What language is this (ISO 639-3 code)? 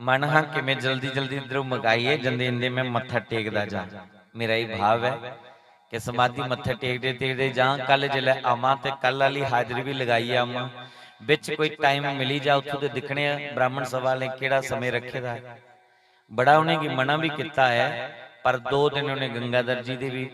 doi